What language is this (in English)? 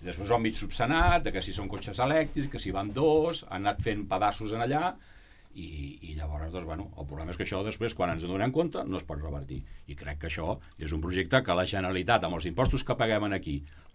Catalan